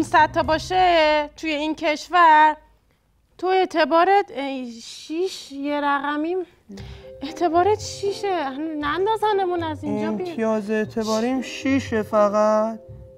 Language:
Persian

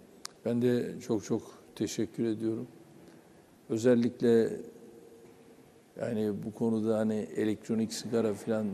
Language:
Turkish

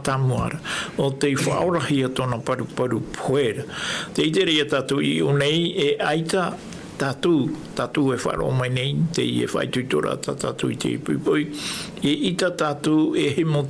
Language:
Tahitian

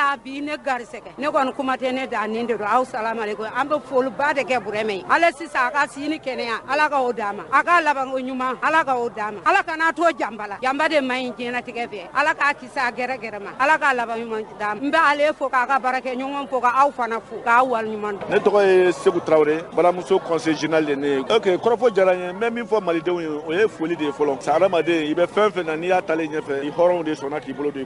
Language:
Bambara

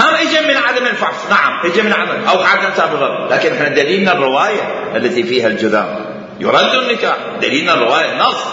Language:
Mesopotamian Arabic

